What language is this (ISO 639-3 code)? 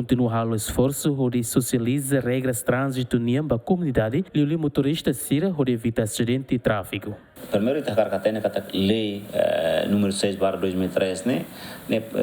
tet